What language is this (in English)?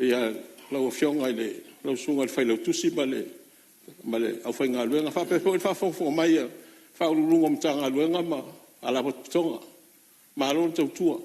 Samoan